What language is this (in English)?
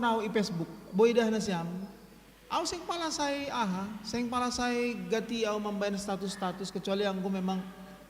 Batak Simalungun